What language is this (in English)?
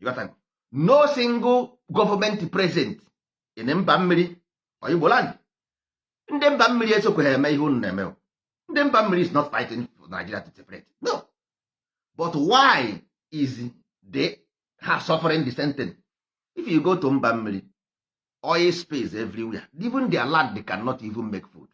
Igbo